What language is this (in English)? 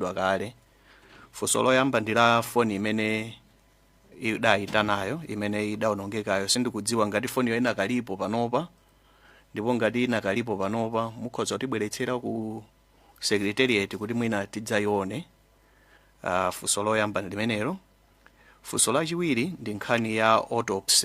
Nyanja